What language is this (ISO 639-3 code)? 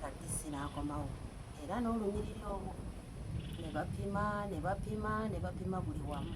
lug